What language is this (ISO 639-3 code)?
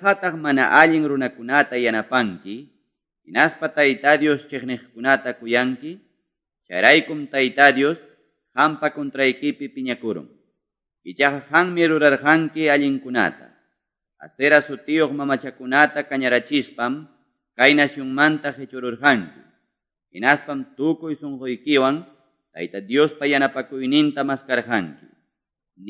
que